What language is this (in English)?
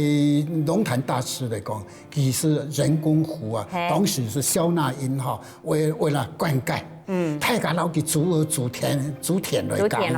Hakka Chinese